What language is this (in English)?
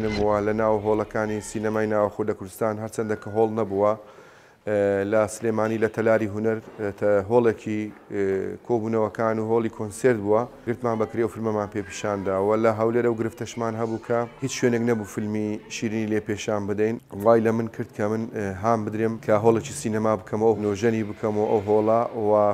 Central Kurdish